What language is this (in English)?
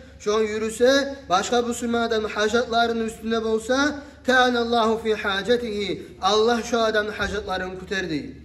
Kumyk